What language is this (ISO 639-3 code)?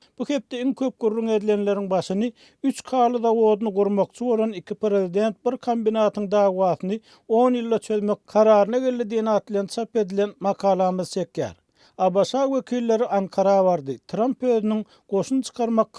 tuk